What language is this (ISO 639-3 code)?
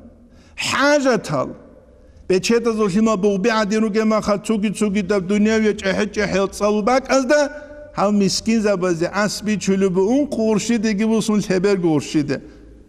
ava